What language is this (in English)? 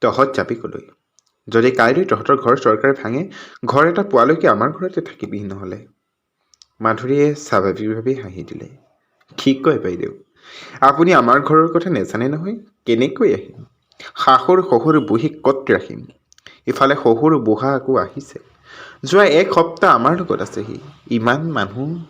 Assamese